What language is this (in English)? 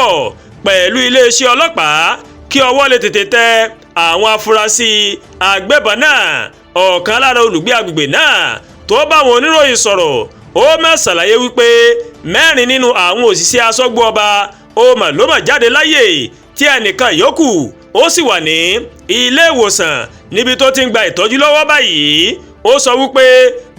Yoruba